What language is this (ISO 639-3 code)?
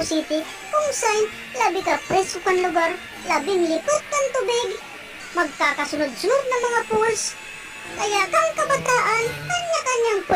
bik